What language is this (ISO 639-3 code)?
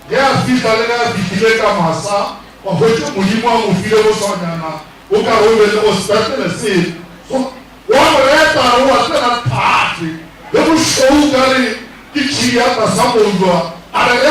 nso